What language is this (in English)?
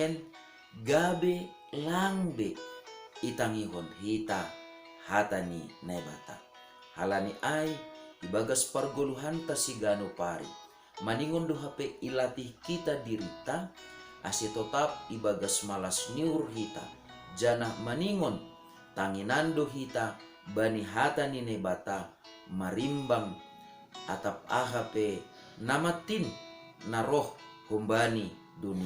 Batak Simalungun